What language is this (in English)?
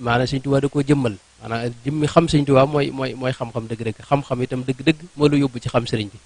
Wolof